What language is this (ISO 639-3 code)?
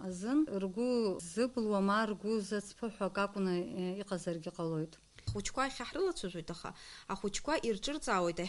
abk